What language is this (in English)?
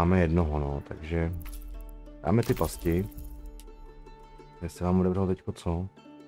Czech